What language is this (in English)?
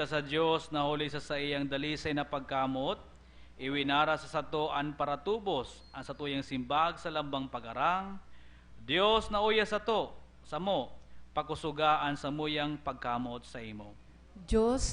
Bikol